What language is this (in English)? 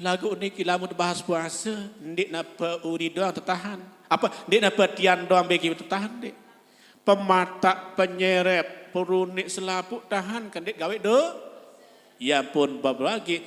Sasak